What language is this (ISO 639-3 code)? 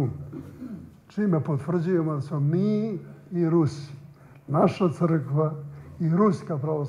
srp